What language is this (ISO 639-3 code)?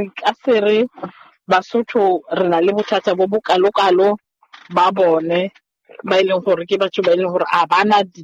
sot